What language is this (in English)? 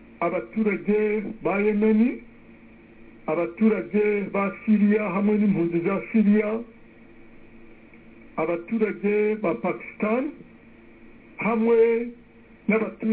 Kinyarwanda